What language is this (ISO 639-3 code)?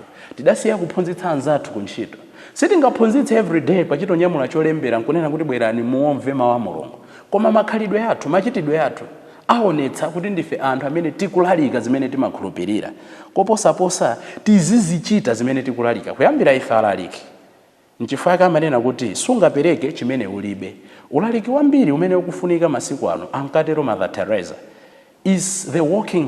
nya